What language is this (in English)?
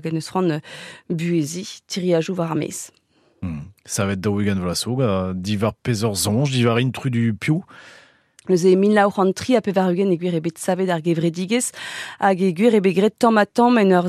Breton